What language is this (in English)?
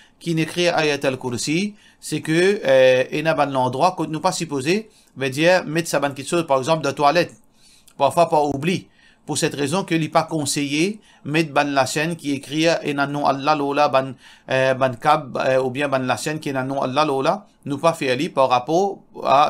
Morisyen